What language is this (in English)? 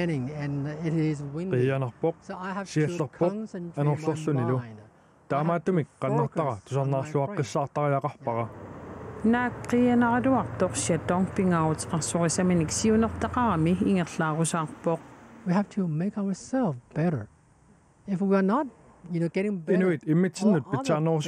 Kalaallisut